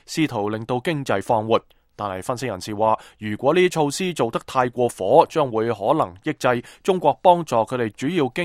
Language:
Cantonese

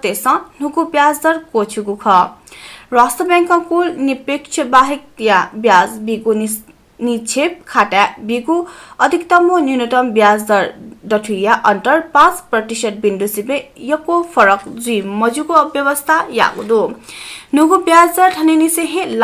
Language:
Newari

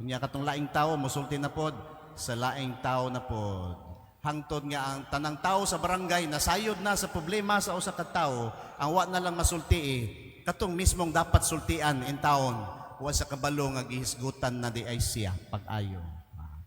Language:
Cebuano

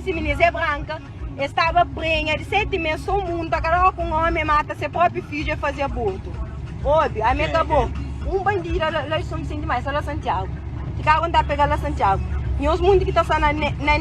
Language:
Kabuverdianu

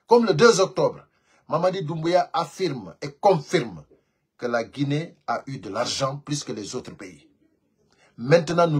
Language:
Pular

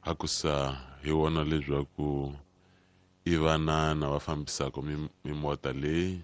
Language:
Tsonga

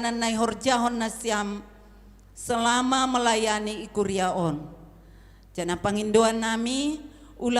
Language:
Batak Simalungun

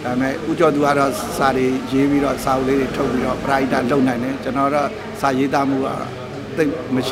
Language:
Burmese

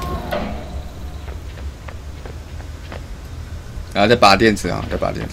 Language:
Chinese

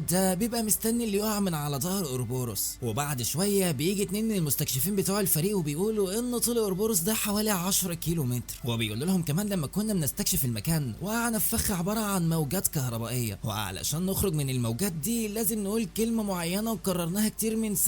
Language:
Egyptian Arabic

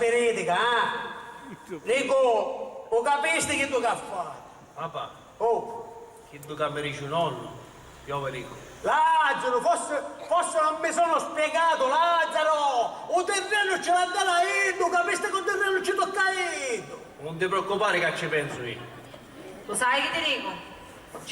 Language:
Sicilian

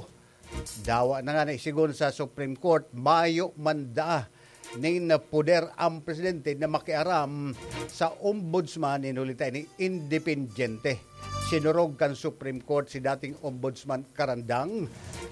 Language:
Bikol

